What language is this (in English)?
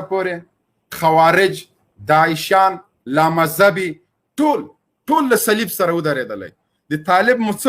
Pashto